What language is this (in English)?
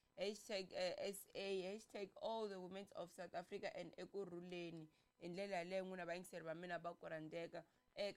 Tsonga